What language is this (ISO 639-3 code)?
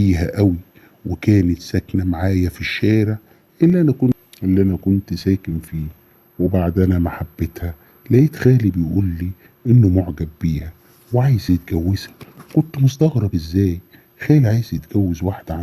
arz